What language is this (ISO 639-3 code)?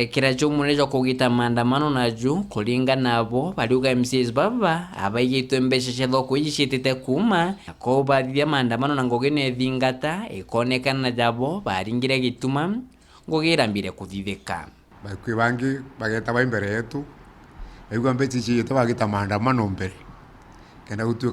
mer